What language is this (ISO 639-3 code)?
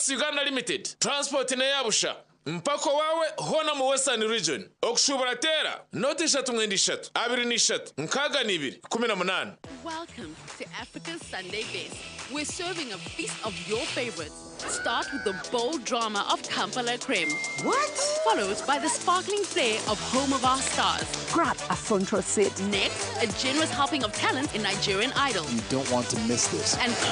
nyn